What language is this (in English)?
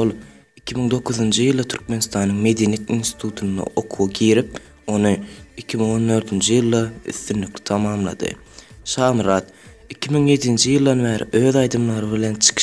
Turkmen